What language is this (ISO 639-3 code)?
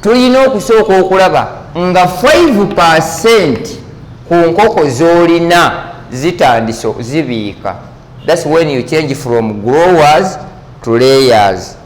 lug